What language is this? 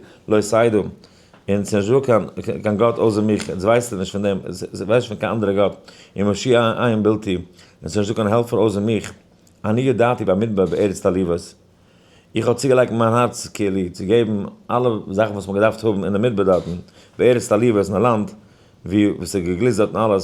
Yiddish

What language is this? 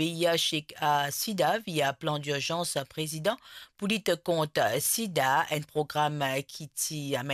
Morisyen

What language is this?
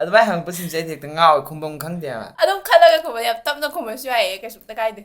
Manipuri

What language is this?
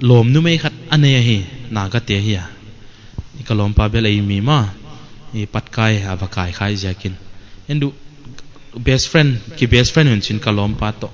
Paite Chin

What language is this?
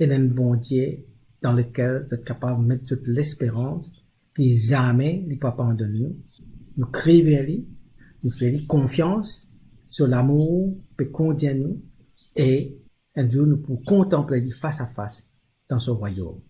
Morisyen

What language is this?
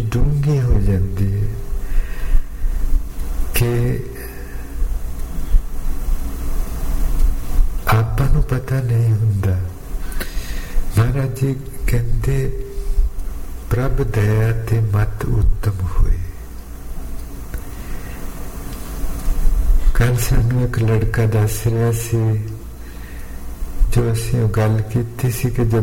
Punjabi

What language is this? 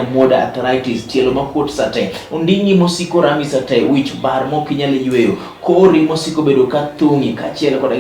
Luo (Kenya and Tanzania)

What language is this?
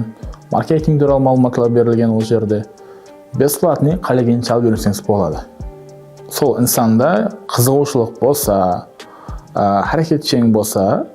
Kara-Kalpak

